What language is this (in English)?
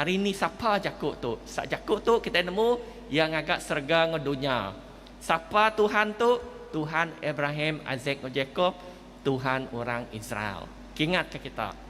Iban